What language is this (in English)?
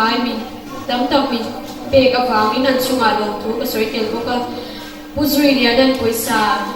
Mizo